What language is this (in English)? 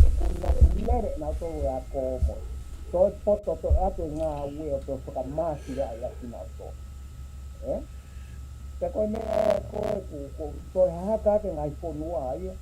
Tongan